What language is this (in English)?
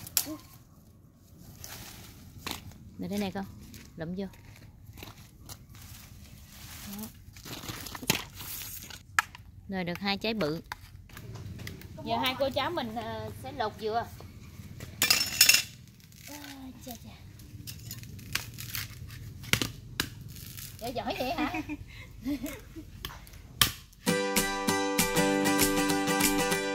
Vietnamese